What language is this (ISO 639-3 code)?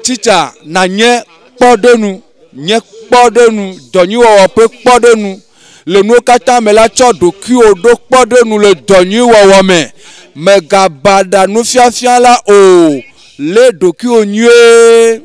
ewe